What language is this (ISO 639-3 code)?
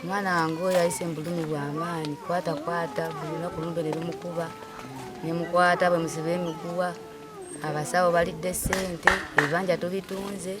nyn